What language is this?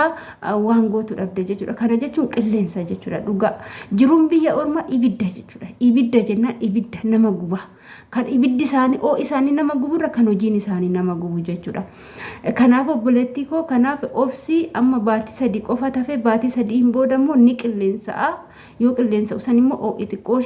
Oromo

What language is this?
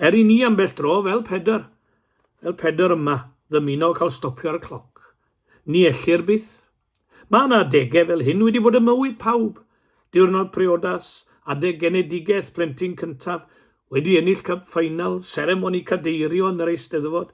Welsh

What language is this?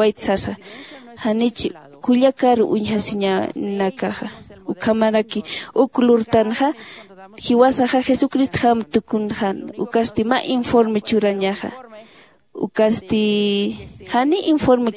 Aymara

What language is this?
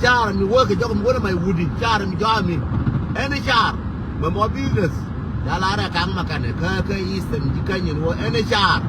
Nuer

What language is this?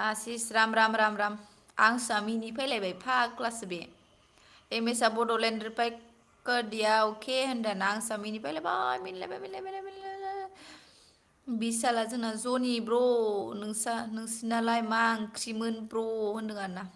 Bodo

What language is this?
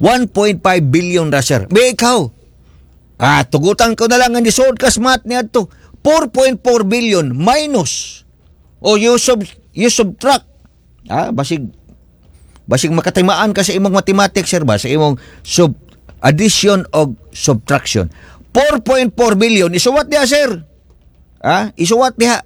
Cebuano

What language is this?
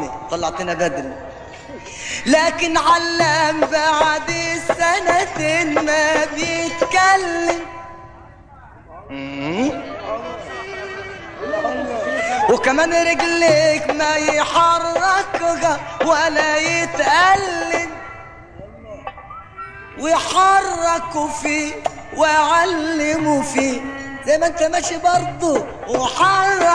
Egyptian Arabic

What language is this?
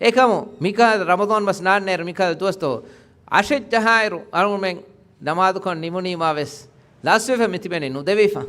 Divehi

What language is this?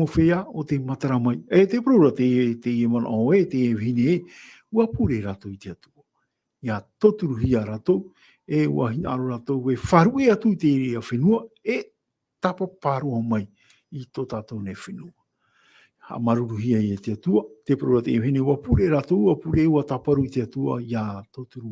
Tahitian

